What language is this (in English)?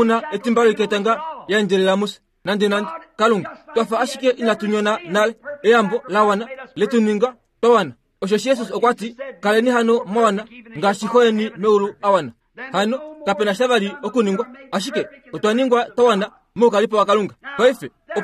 Kuanyama